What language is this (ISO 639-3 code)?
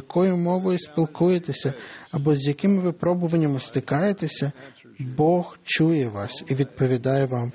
ukr